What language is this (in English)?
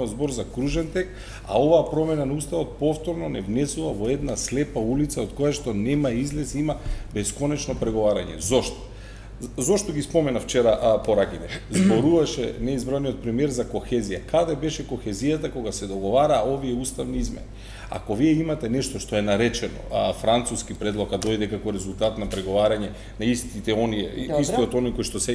Macedonian